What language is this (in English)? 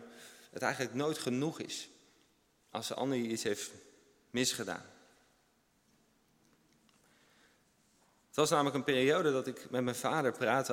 Dutch